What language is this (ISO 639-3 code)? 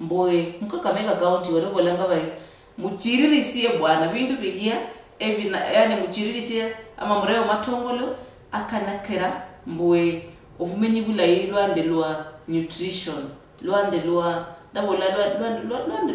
luy